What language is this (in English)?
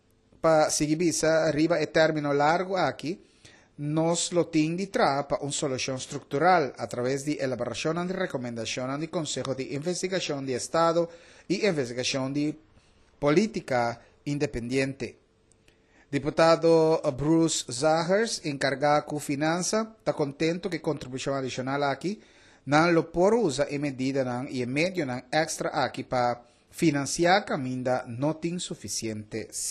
Papiamento